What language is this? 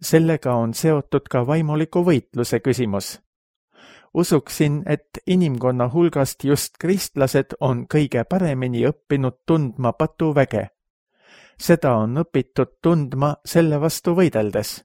Estonian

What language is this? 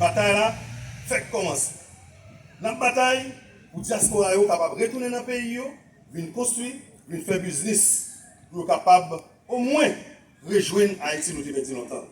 Haitian Creole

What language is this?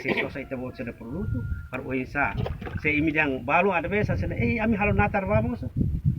Tetum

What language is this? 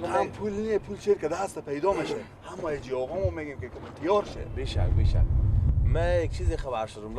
Persian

